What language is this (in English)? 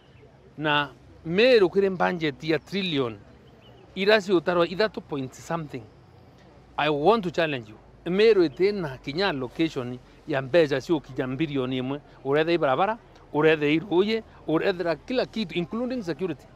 Meru